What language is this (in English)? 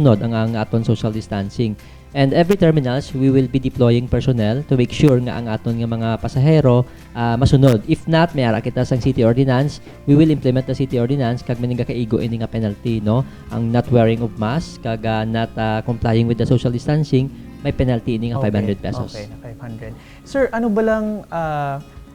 Hiligaynon